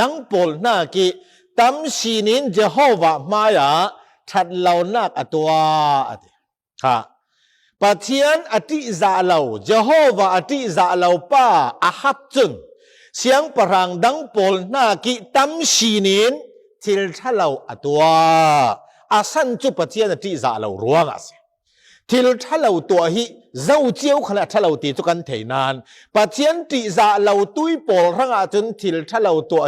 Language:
Falam Chin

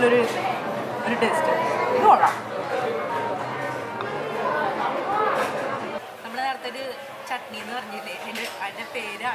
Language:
Malayalam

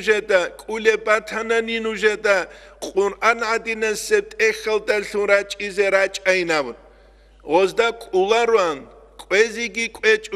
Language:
Avaric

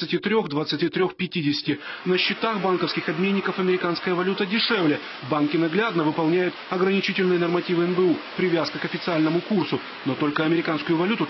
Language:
Russian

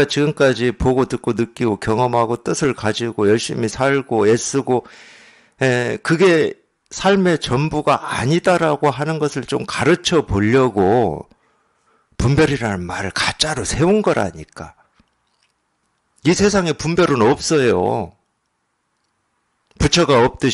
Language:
Korean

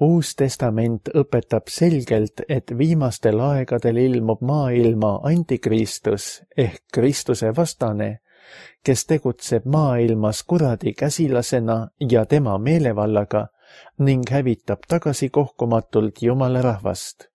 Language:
Estonian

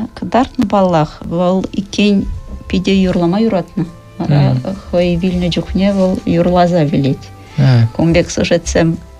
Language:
Chuvash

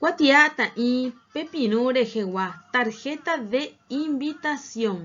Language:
Guarani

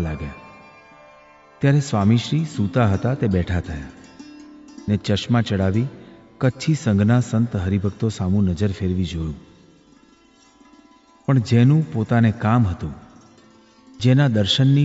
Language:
Gujarati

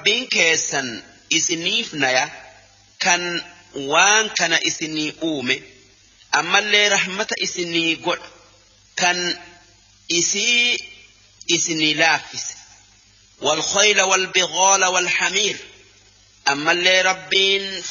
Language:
Oromo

